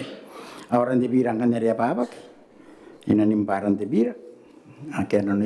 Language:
Gilbertese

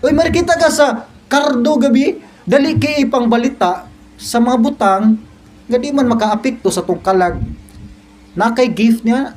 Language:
Cebuano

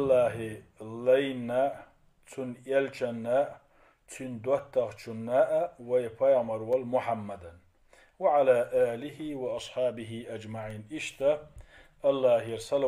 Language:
Chechen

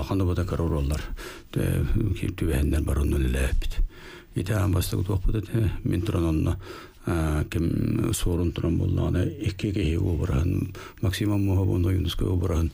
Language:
Yakut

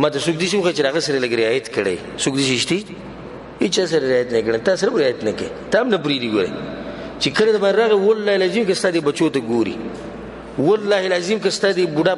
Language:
Pashto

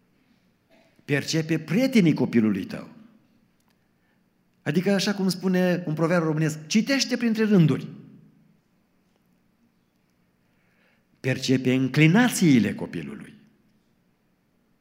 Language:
Romanian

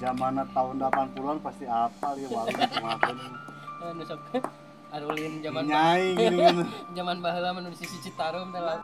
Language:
Sundanese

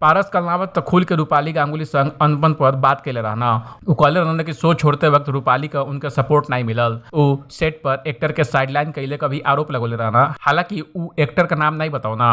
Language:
Bhojpuri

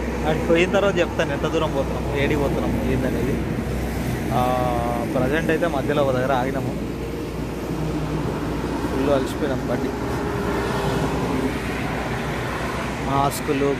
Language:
Telugu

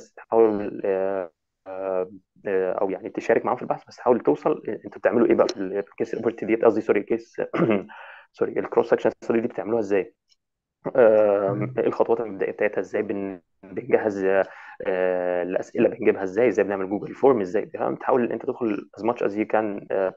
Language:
Egyptian Arabic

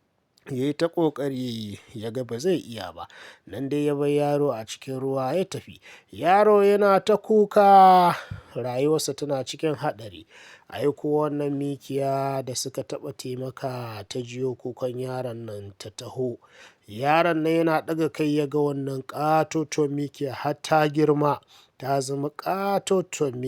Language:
Hausa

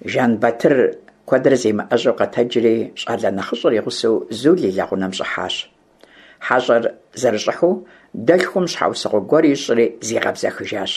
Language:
Kabardian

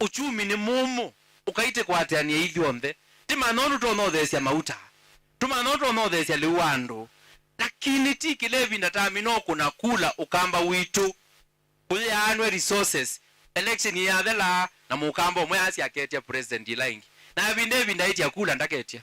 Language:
Kamba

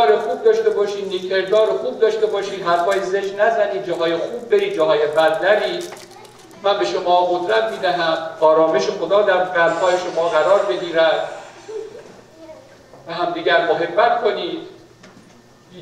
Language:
Persian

